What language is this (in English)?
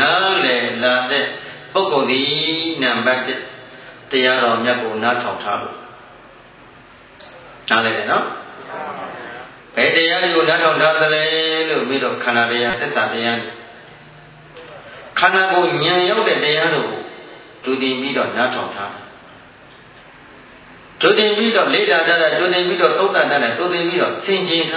Burmese